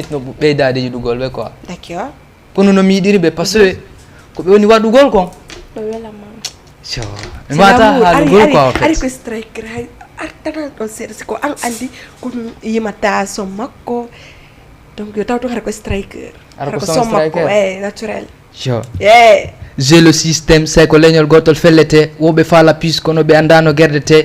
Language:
Fula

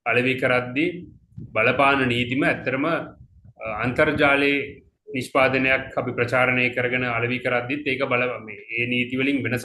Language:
Sinhala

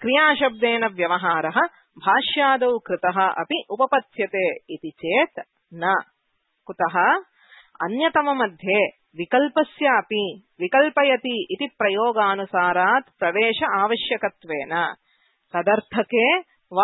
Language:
Sanskrit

